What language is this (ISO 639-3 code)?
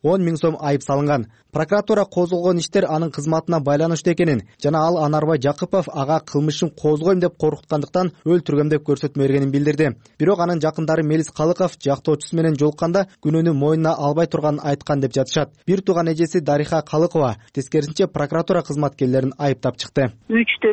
kir